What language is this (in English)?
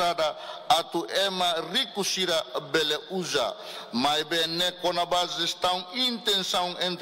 Tetum